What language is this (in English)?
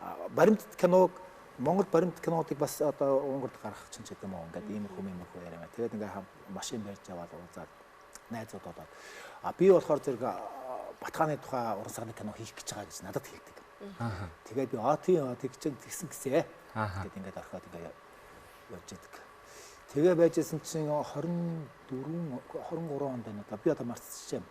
Mongolian